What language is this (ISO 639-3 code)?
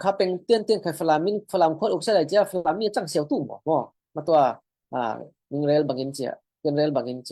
cfm